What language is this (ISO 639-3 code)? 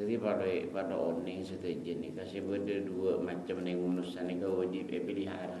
mad